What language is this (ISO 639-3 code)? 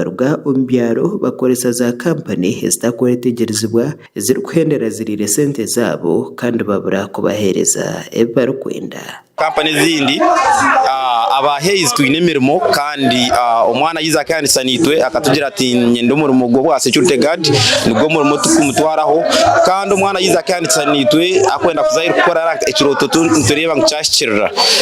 nyn